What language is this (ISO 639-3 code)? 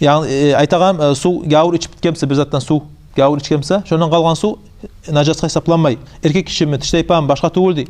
kum